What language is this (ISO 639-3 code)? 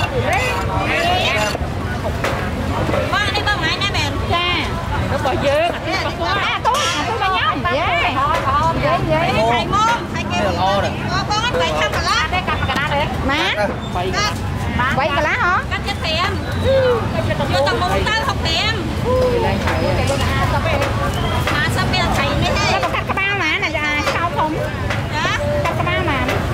vie